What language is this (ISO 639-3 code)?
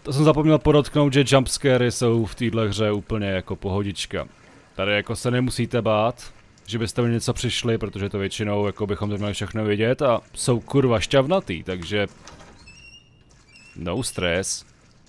ces